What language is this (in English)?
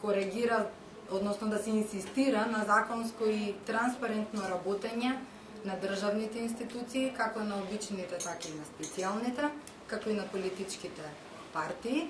Macedonian